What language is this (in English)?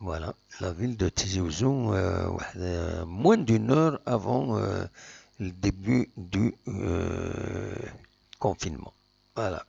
Kabyle